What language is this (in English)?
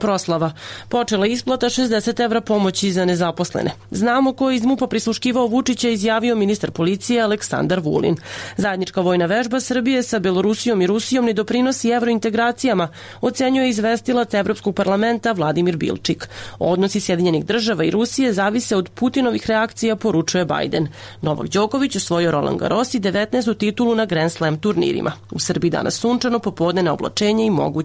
Serbian